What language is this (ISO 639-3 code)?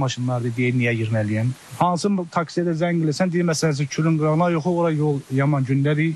aze